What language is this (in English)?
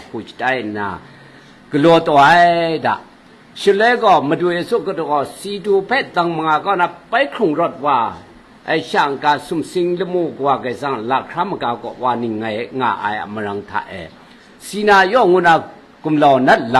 Kachin